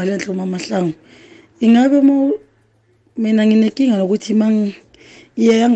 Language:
South Ndebele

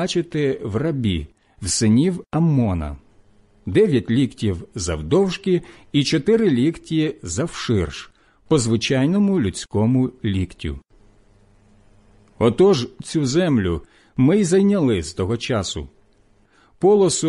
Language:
Ukrainian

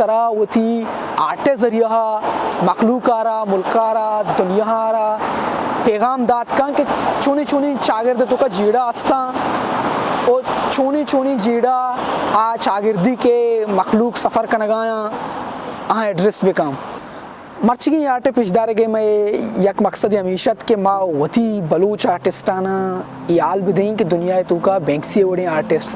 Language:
Baluchi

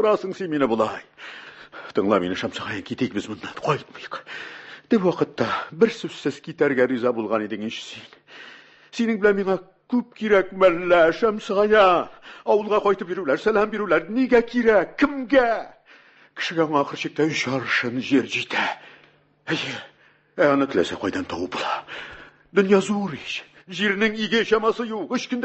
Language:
Tatar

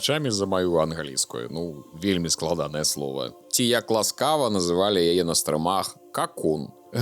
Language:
Belarusian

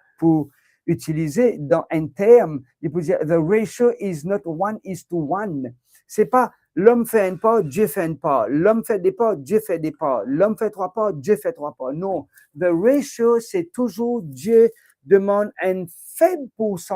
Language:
Morisyen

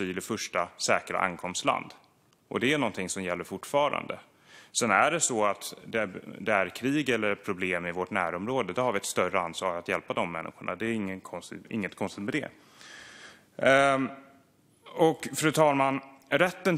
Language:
Swedish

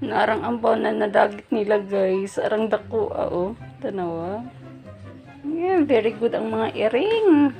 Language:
Cebuano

